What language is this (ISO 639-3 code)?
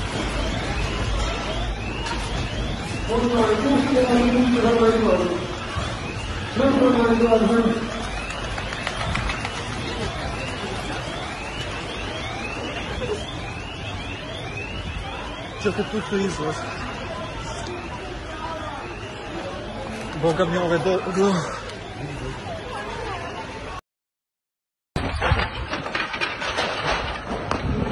hrv